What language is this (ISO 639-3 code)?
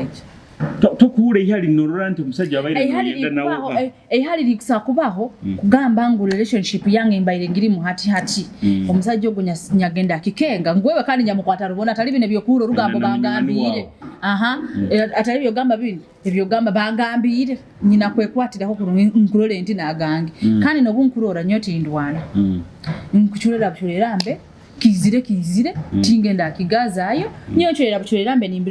nyo